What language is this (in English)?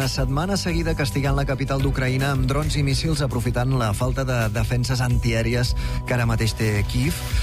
Catalan